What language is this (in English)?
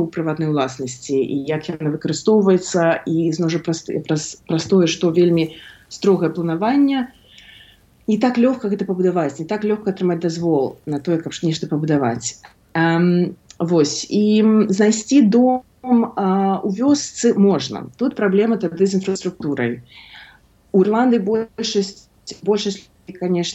Belarusian